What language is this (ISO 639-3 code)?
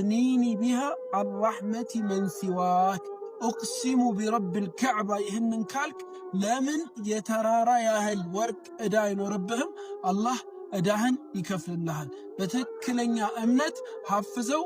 amh